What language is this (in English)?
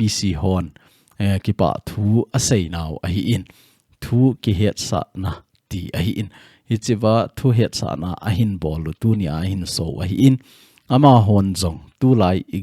Thado Chin